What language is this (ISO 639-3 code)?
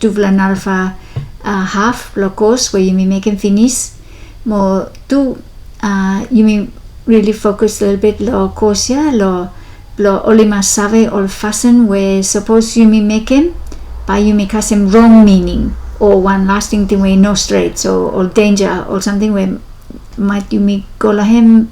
bis